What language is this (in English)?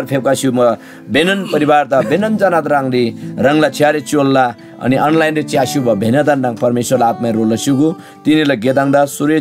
Eastern Tamang